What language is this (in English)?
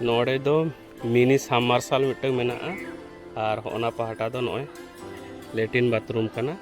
Santali